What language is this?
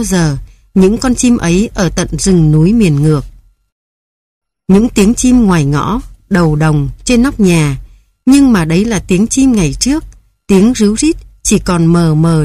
Vietnamese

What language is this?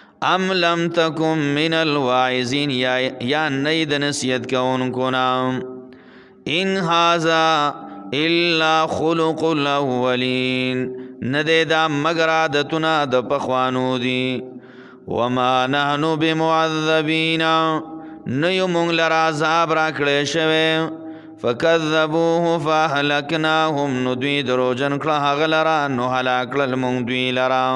Pashto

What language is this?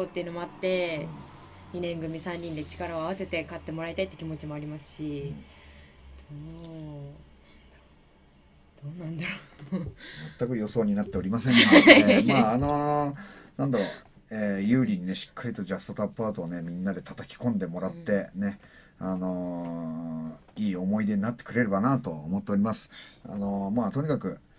Japanese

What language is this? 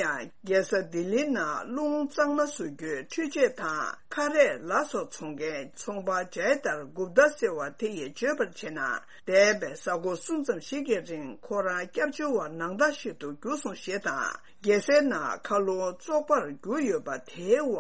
Tibetan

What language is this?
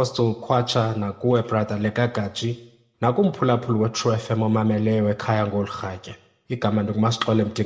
Xhosa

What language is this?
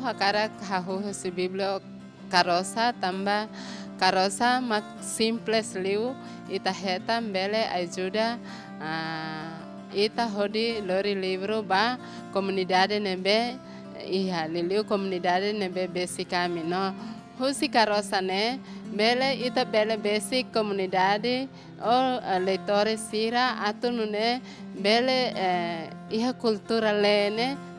Tetum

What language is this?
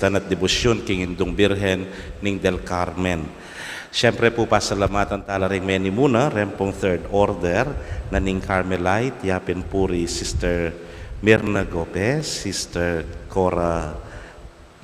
Pampanga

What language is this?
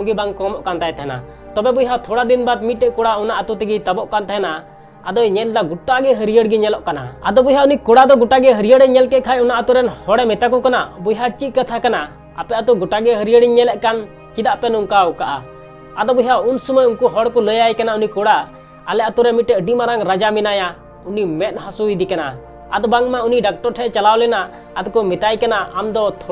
Santali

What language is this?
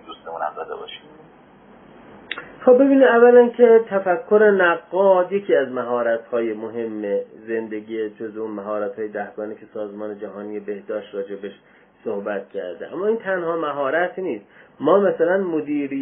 Persian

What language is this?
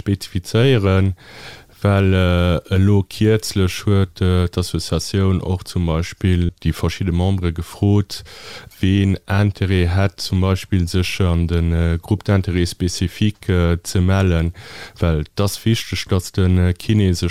Luxembourgish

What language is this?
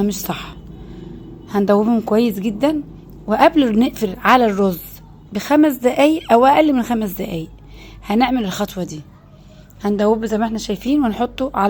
Egyptian Arabic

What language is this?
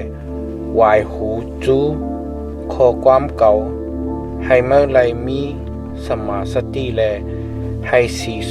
Shan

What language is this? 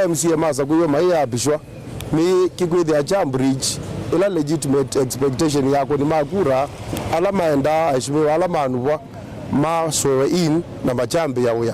Kamba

